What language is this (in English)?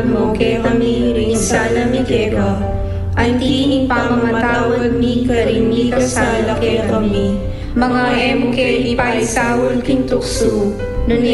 Pampanga